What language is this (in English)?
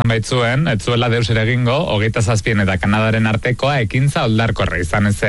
Basque